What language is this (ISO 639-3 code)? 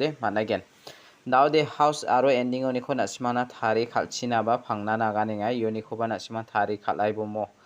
grt